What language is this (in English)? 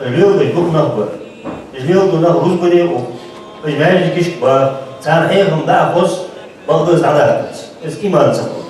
Ingush